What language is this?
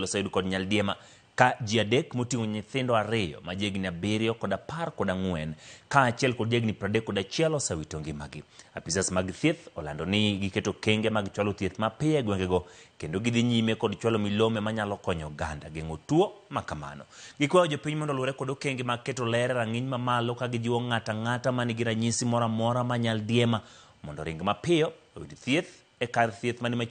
Luo (Kenya and Tanzania)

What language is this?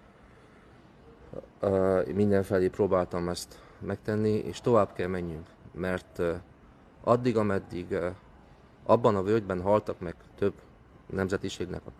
Hungarian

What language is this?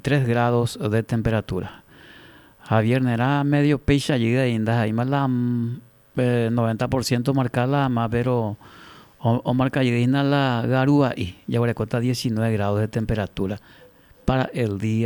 Guarani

